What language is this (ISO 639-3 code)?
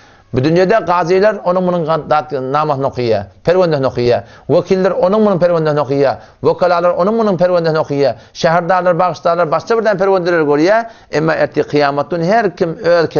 tuk